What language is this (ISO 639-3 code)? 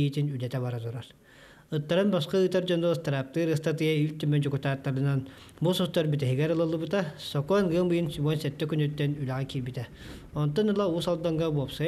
sah